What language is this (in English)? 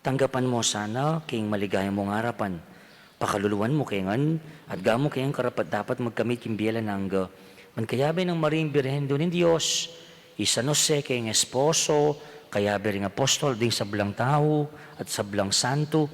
Pampanga